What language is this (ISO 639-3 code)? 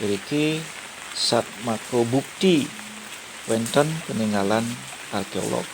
ban